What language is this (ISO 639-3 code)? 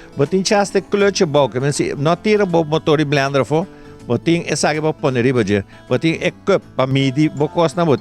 pap